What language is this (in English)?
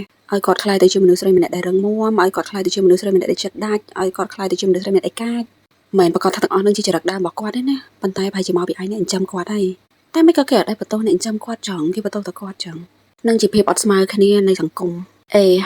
Khmer